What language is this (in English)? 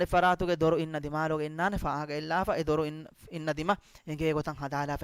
Divehi